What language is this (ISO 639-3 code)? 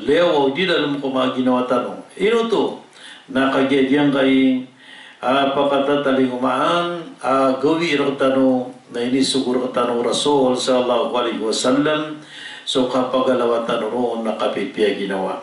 mrw